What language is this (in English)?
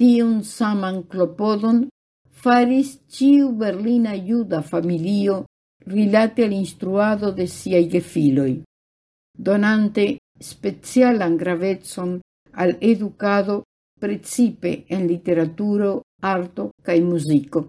Esperanto